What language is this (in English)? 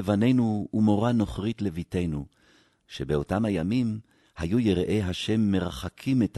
Hebrew